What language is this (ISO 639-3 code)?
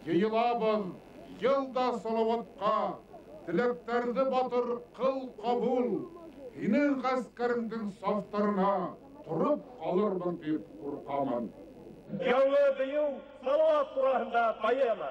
bak